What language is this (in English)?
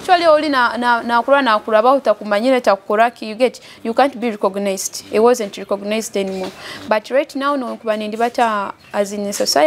Nyoro